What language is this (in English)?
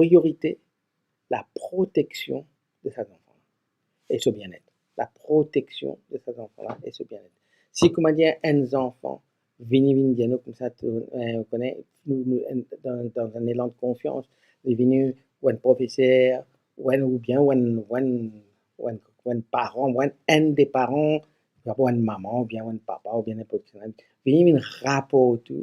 Morisyen